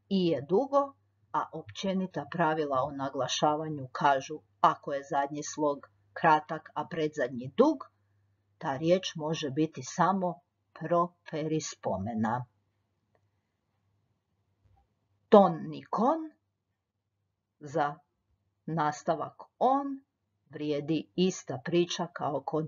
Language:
Croatian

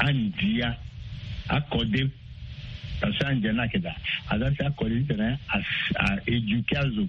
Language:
Sango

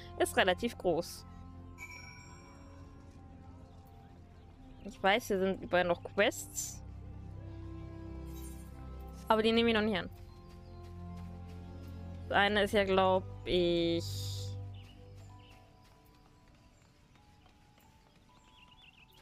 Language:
German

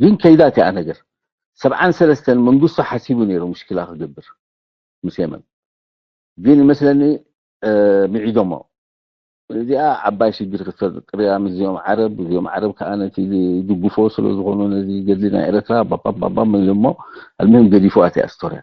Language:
Tigrinya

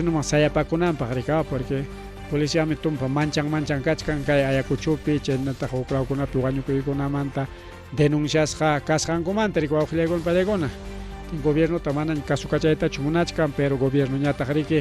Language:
Ayacucho Quechua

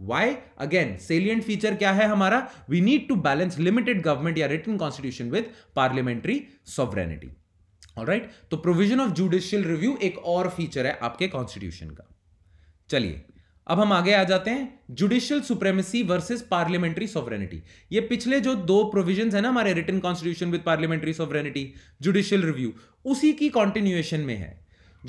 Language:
Hindi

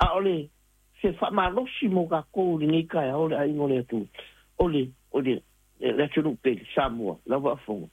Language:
Samoan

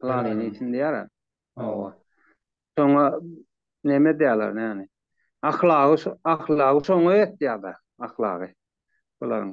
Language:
Turkmen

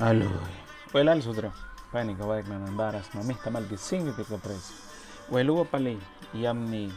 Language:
Mískito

